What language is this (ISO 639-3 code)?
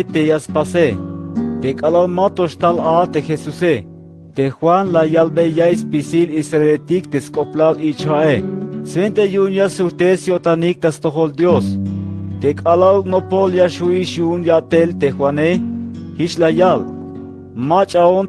tzh